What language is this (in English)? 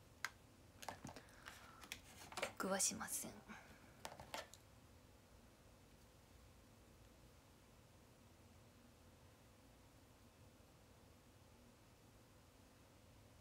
Japanese